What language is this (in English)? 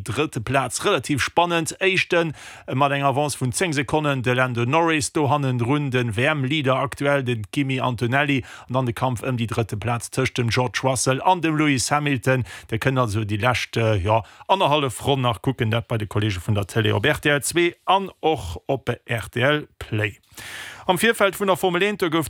Luxembourgish